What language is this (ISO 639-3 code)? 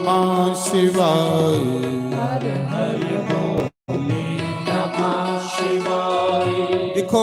doi